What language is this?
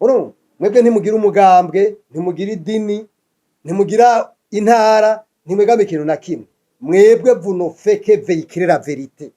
Rundi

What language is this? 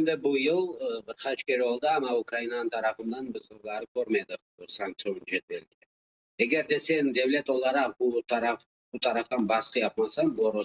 Crimean Tatar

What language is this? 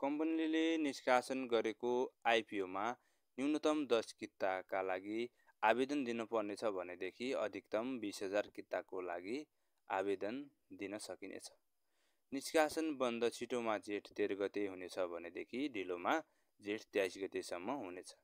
Nepali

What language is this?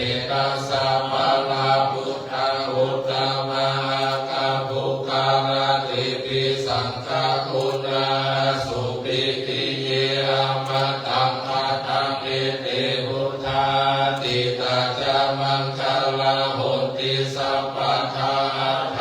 Pali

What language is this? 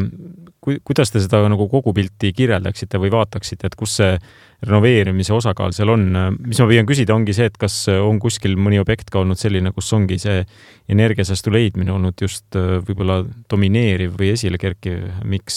Estonian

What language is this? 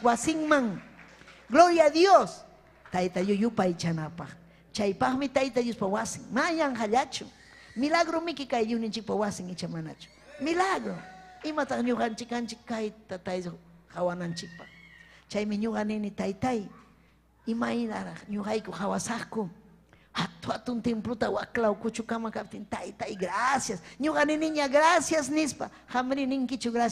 Ayacucho Quechua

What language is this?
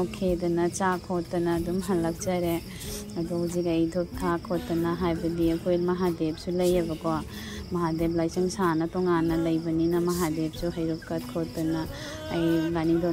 Manipuri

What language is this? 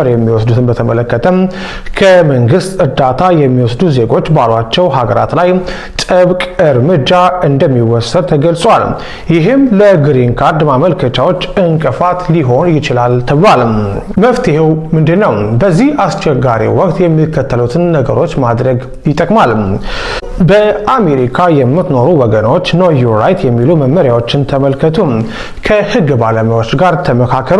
Amharic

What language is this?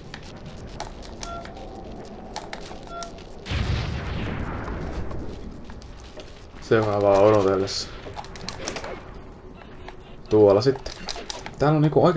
Finnish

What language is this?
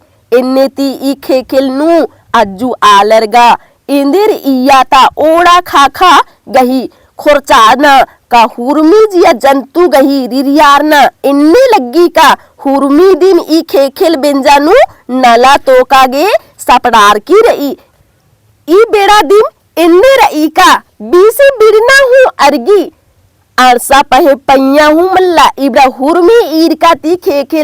Kurukh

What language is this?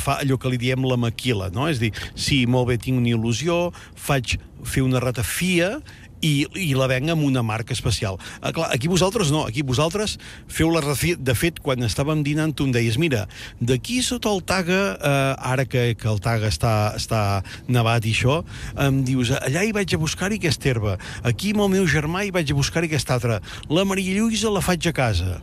Catalan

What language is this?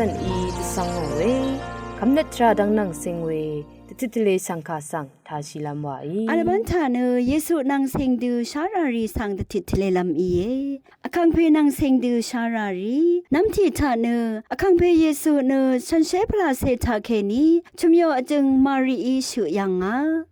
Rawang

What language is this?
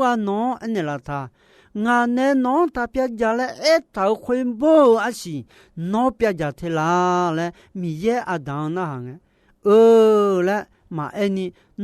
Akha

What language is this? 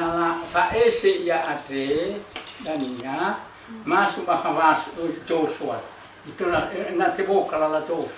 Nias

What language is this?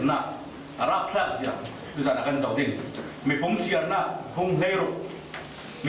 Falam Chin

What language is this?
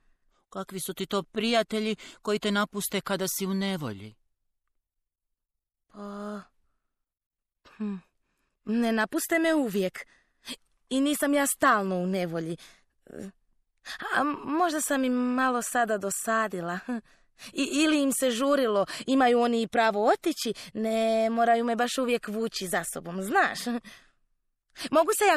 Croatian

